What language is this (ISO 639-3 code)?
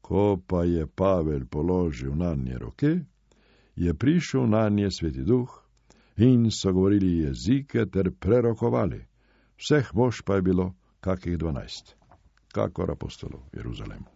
slv